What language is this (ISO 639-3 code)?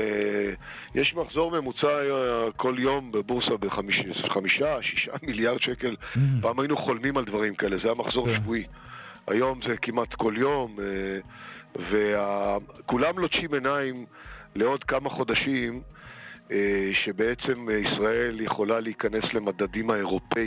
heb